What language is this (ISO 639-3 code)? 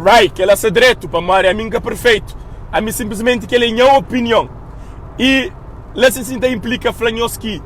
kea